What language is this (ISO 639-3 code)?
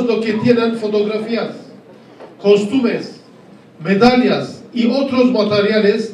lad